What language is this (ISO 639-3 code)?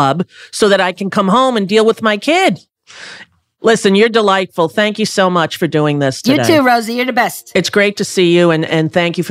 eng